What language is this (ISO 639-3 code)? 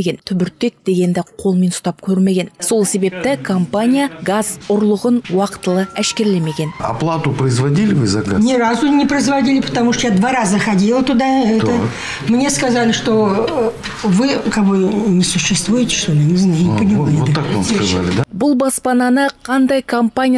kaz